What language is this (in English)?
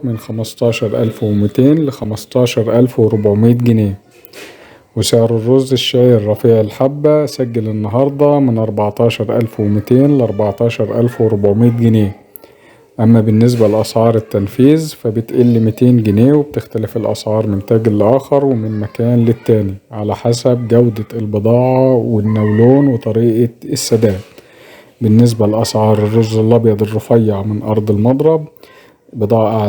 Egyptian Arabic